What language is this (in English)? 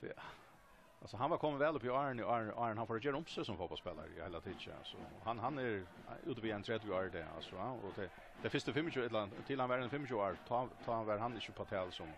Faroese